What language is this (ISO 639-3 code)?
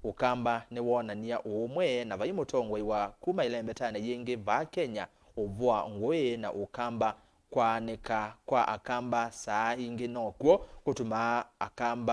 kam